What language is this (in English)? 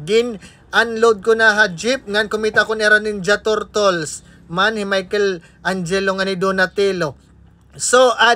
Waray